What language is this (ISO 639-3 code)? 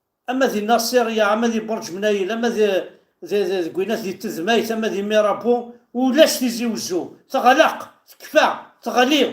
kab